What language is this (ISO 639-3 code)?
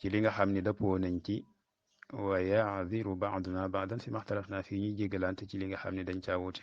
wol